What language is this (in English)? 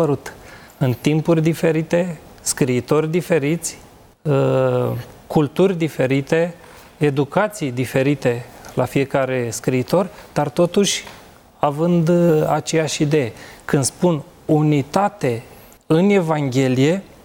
Romanian